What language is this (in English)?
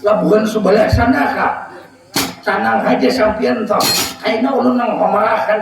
Banjar